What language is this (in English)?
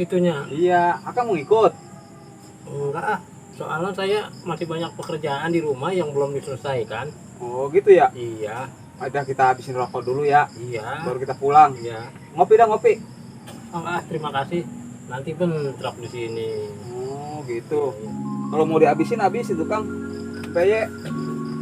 Betawi